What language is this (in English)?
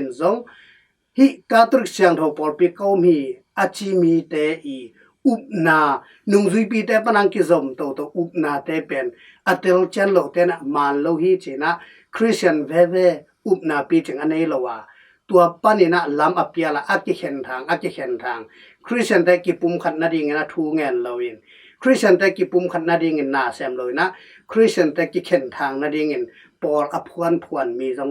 Tedim Chin